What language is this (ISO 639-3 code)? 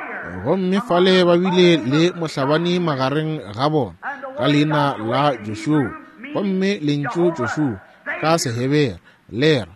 nso